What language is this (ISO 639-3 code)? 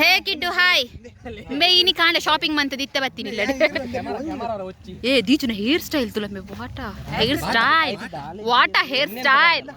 tcy